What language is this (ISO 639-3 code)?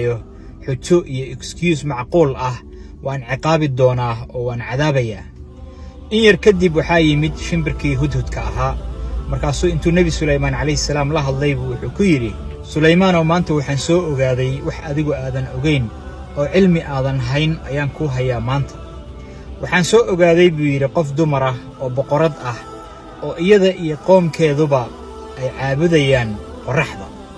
som